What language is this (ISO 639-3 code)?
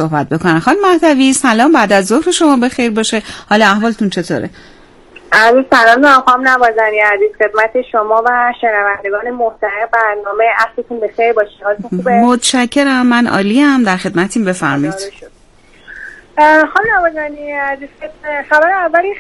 fas